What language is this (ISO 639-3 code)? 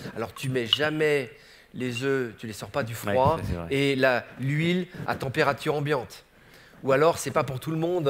fra